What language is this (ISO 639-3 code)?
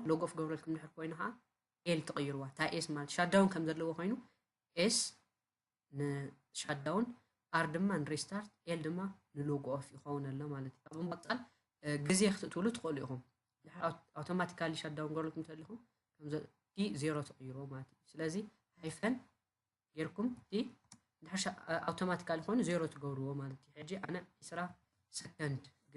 tir